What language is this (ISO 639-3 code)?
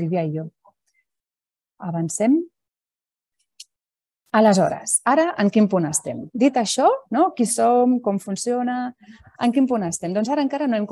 cat